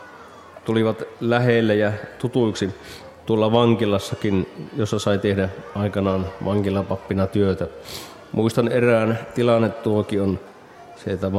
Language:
Finnish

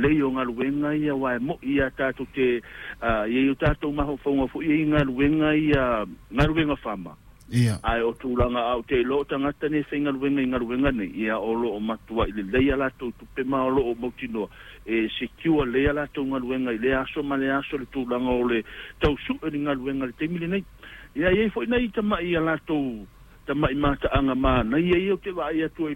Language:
Samoan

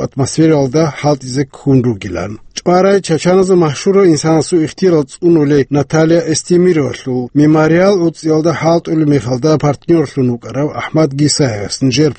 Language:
Avaric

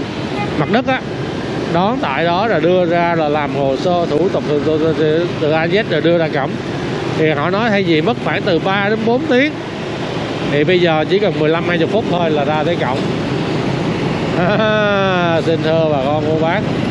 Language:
Vietnamese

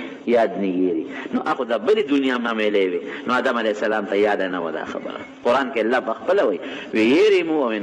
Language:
Pashto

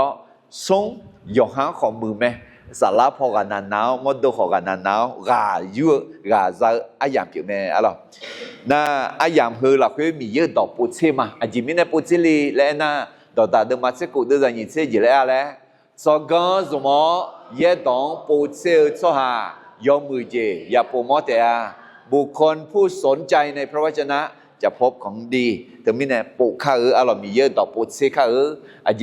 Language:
Akha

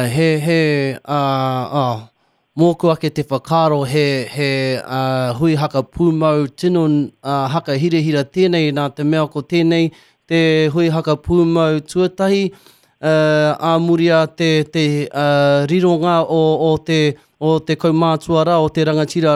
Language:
Māori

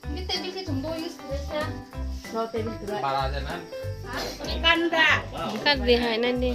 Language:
Kok Borok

